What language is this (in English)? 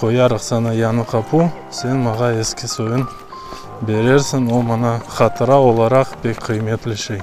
Crimean Tatar